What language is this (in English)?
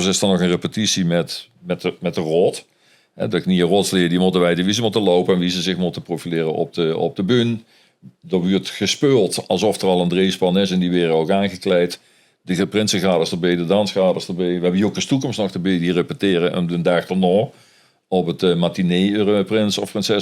Limburgish